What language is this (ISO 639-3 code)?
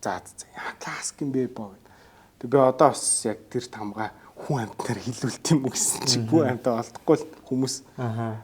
mon